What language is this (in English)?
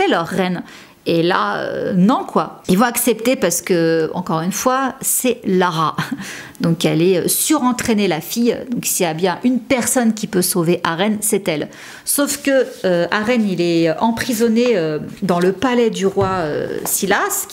French